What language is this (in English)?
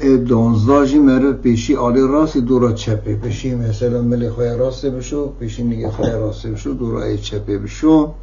Kurdish